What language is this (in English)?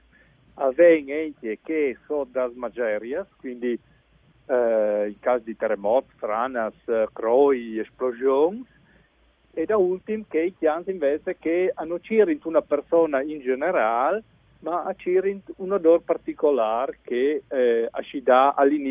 Friulian